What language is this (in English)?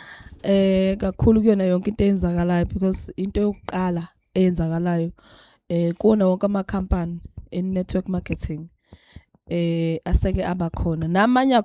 Zulu